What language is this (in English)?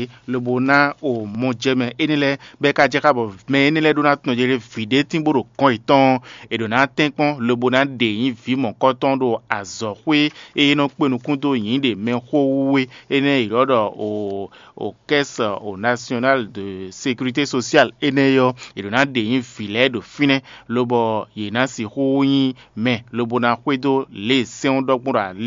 Fon